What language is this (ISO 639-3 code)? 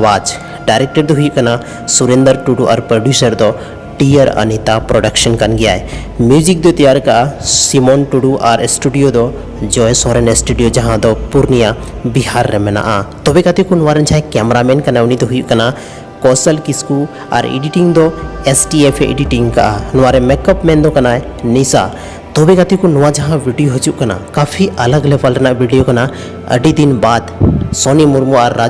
sat